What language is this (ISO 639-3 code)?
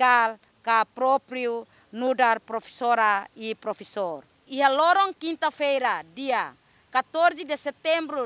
tet